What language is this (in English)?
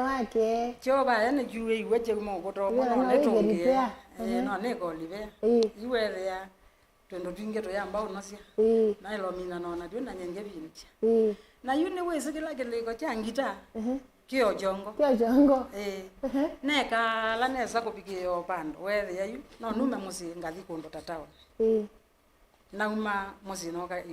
Kamba